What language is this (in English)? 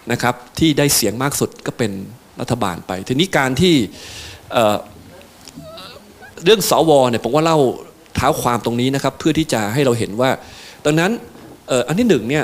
Thai